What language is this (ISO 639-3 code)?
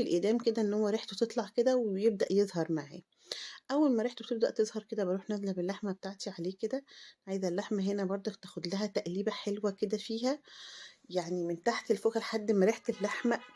arz